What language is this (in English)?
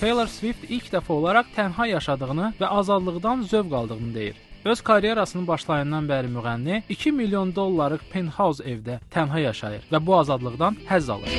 Azerbaijani